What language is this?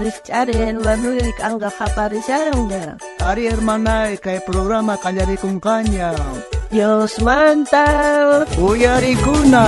South Bolivian Quechua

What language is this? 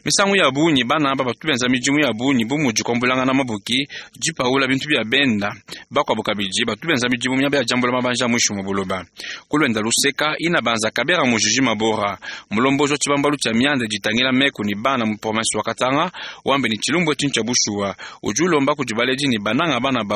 Luba-Lulua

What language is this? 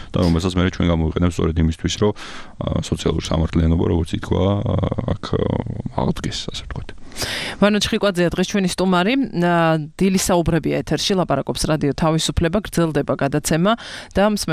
Georgian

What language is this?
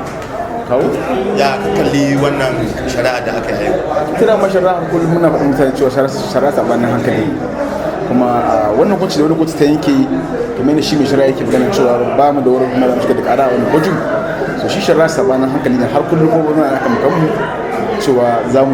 Hausa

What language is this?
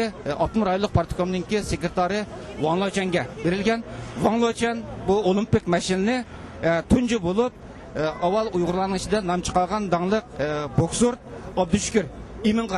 Uyghur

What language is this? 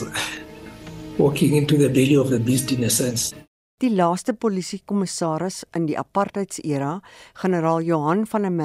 Afrikaans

